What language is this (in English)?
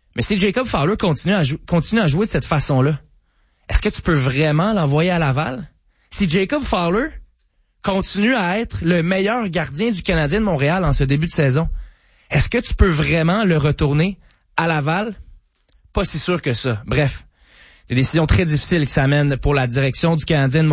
French